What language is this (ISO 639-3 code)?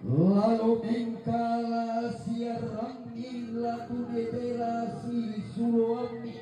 sda